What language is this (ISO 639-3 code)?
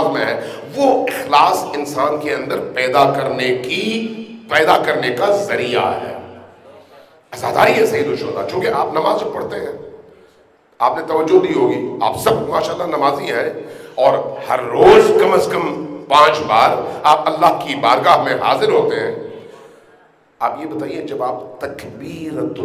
urd